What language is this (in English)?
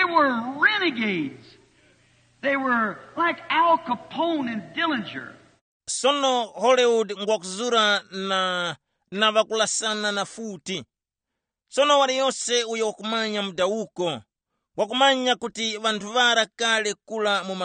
Tumbuka